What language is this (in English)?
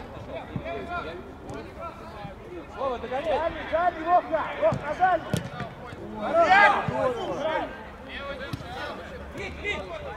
Russian